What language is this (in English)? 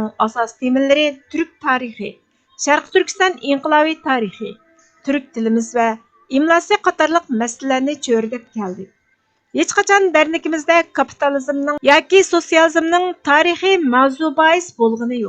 Uyghur